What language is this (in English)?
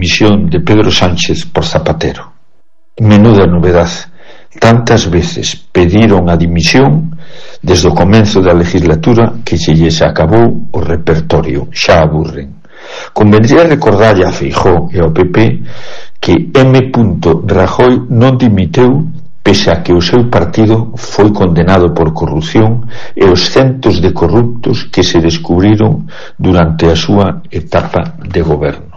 Galician